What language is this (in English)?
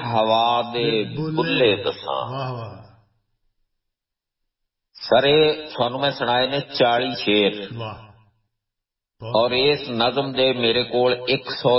Punjabi